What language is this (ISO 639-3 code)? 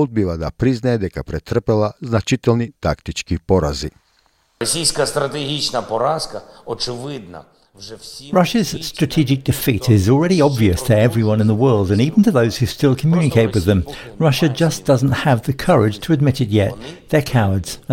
mkd